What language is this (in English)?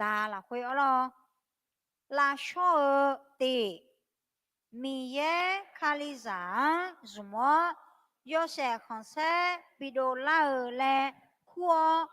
Akha